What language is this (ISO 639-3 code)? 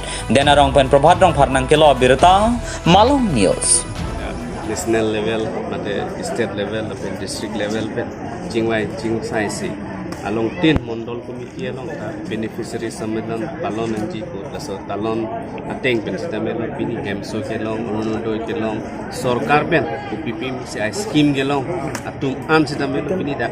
mjw